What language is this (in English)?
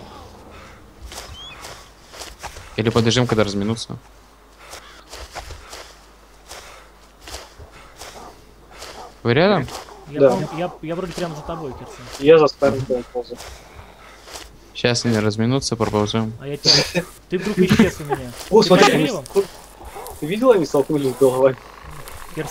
Russian